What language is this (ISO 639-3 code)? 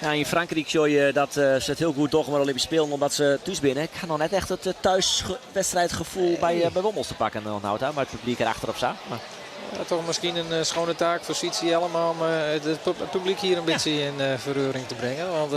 fry